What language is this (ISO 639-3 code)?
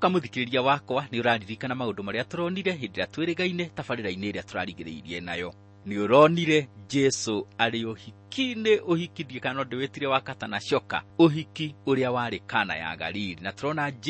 kik